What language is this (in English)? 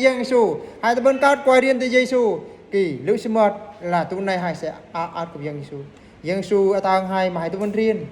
Eastern Bru